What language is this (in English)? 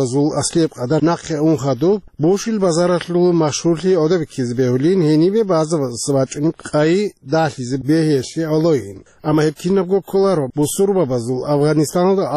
Avaric